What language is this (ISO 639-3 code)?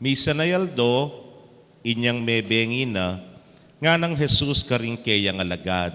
pam